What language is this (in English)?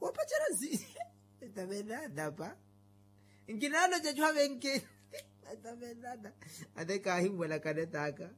Makhuwa